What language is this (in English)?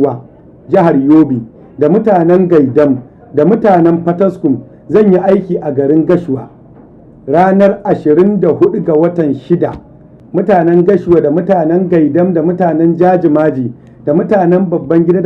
Hausa